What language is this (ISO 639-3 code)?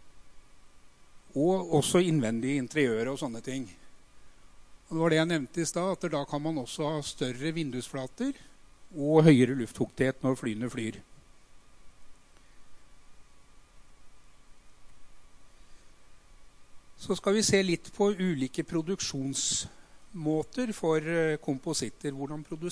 nor